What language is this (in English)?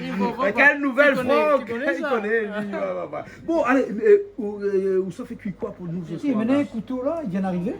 Réunion Creole French